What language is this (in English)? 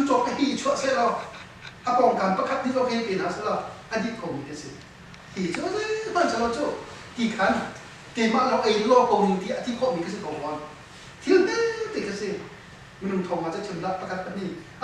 Hakha Chin